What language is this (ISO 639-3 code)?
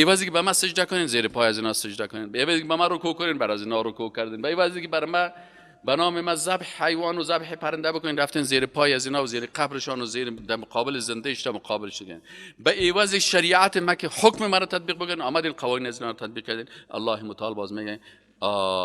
fas